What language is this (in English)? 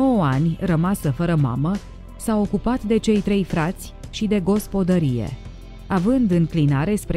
Romanian